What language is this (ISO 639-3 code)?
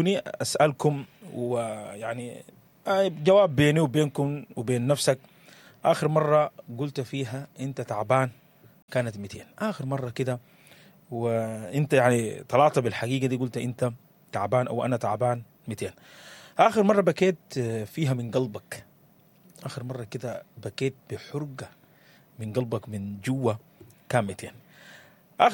apd